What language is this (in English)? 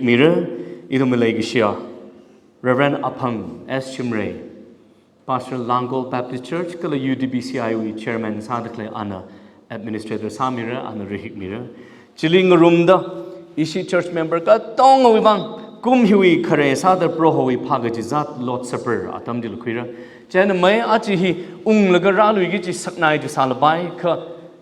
Tangkhul Naga (India)